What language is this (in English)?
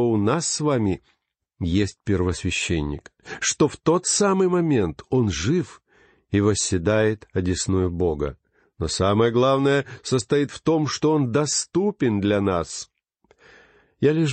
Russian